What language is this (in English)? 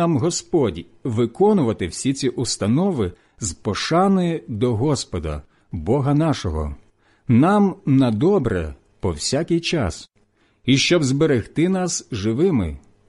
Ukrainian